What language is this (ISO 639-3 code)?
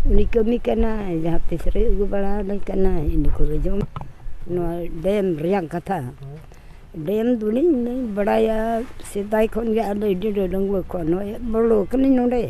sat